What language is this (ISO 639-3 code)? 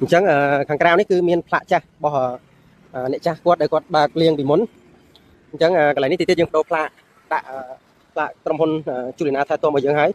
khm